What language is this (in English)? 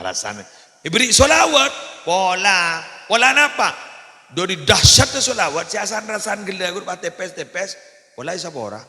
Madurese